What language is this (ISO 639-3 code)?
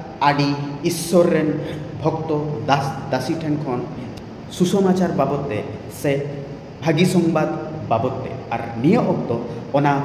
sat